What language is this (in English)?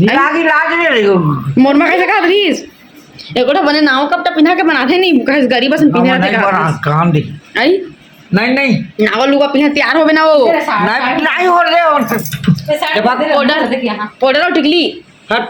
Chhattisgarhi